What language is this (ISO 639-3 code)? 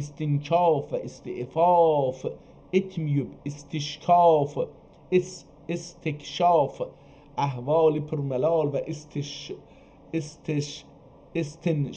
azb